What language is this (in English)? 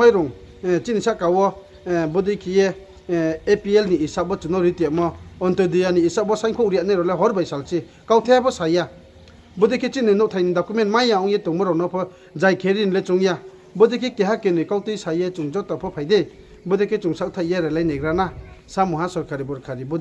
Riang (India)